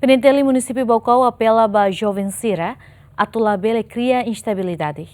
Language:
Tetum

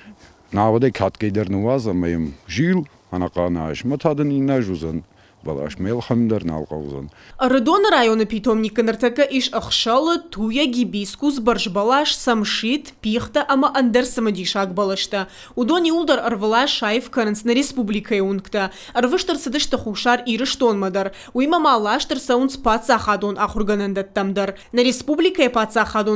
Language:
Ossetic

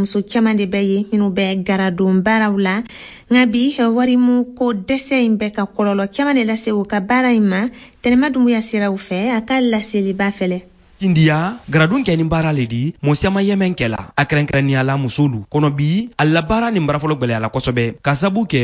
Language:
Bambara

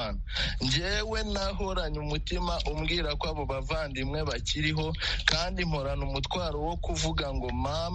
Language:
Kinyarwanda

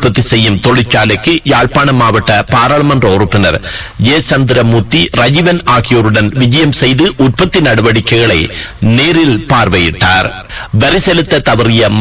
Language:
Tamil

